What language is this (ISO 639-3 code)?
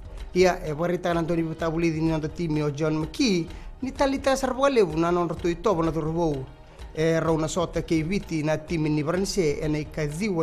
fij